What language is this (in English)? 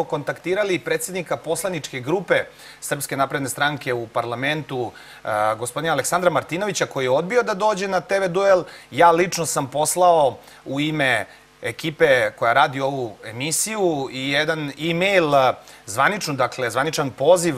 Serbian